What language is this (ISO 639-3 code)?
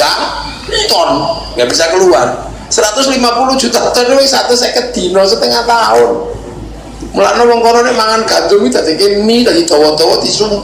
jav